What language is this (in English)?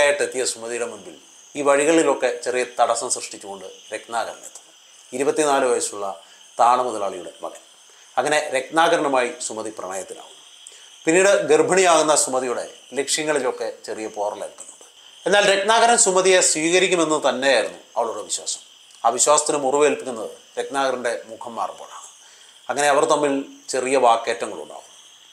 Malayalam